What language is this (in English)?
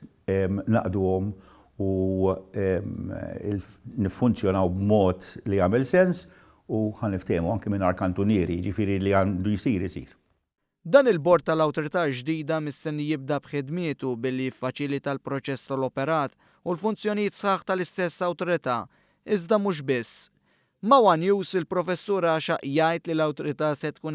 Maltese